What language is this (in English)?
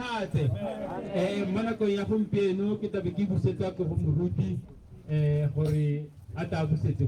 Tswana